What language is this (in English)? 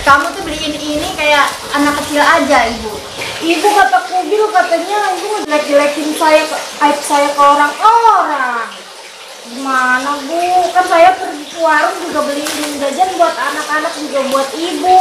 Betawi